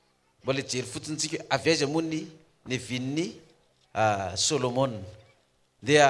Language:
Malagasy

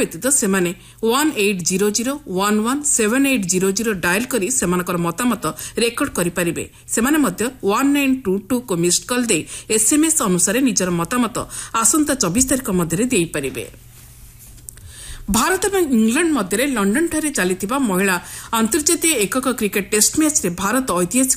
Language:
Odia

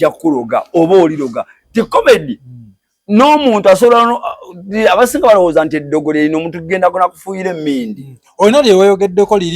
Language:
Ganda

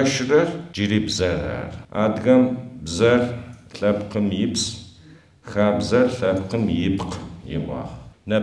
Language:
Adyghe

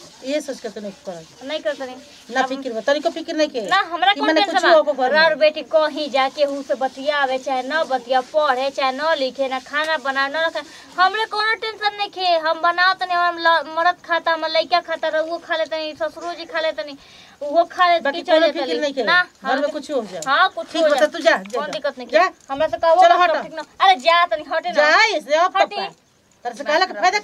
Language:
Bhojpuri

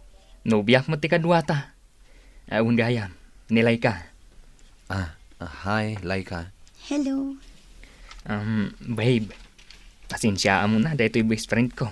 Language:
Iloko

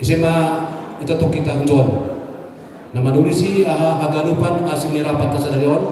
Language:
Batak Simalungun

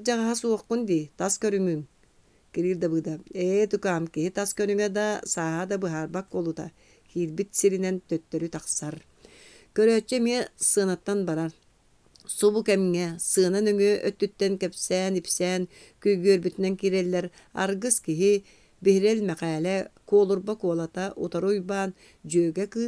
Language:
Yakut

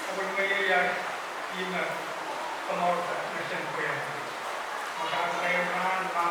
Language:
Pohnpeian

